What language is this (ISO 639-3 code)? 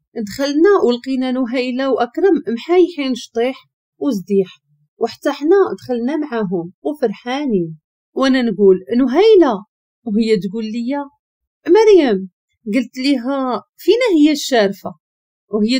ary